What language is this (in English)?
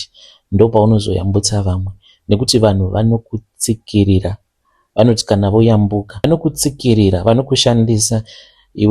Shona